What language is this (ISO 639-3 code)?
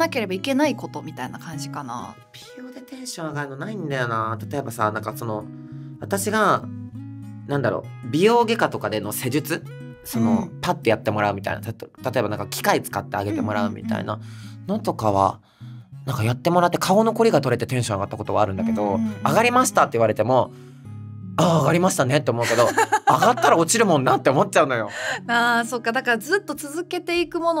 jpn